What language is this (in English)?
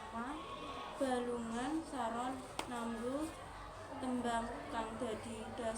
Javanese